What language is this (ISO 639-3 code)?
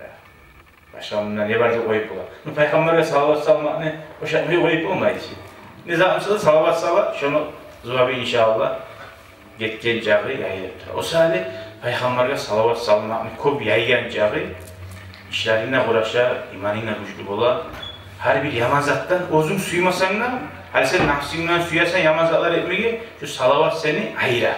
kum